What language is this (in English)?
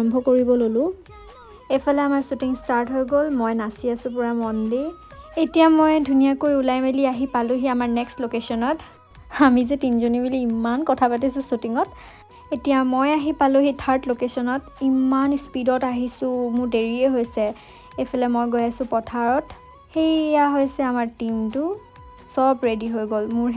Assamese